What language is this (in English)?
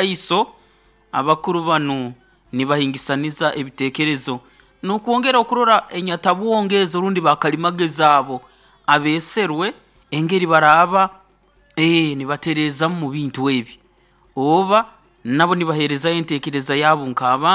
Nyoro